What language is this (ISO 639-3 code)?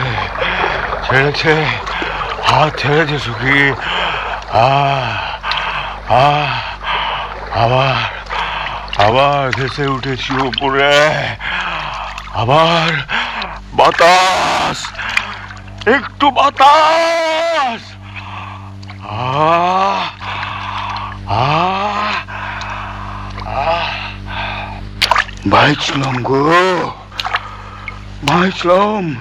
ben